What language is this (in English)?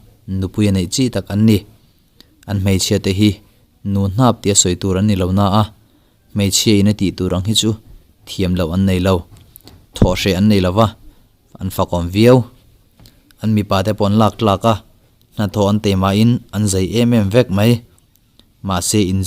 Mizo